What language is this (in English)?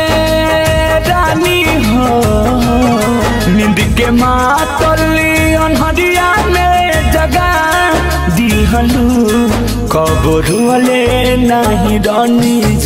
Bhojpuri